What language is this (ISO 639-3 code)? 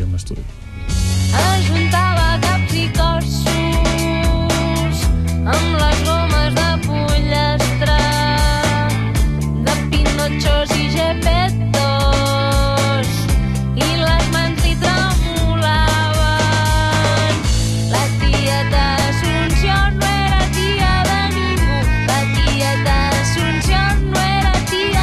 cat